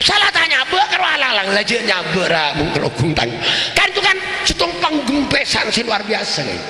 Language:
Madurese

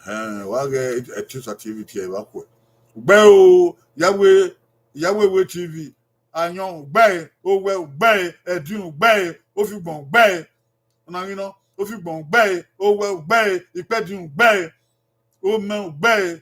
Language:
Bini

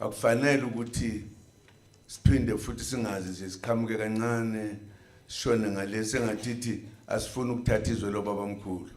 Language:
Zulu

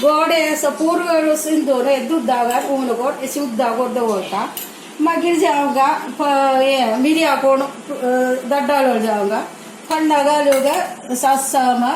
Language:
Konkani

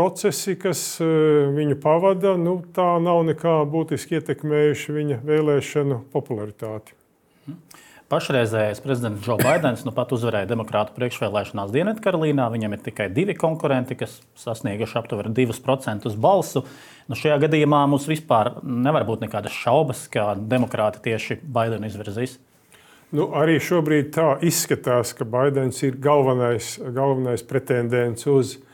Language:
Latvian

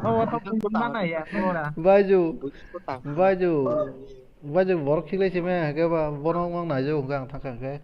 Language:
Kok Borok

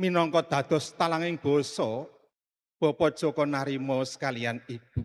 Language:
Javanese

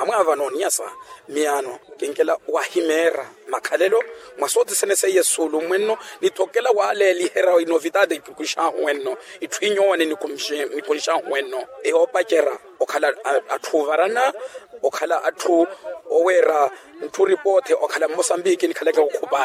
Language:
Makhuwa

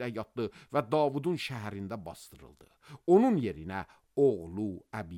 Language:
Azerbaijani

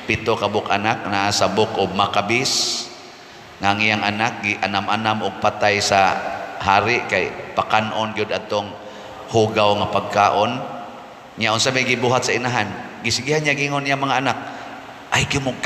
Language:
Cebuano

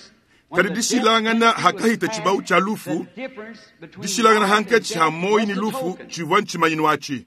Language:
Luba-Lulua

